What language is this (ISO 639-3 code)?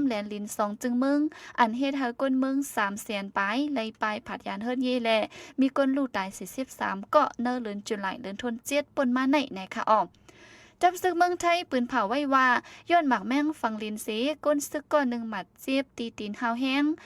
shn